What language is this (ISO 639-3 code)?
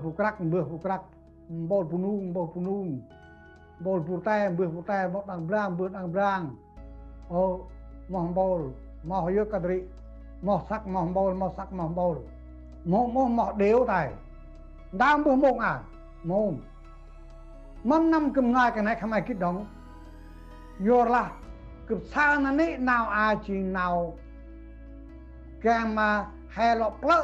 cmo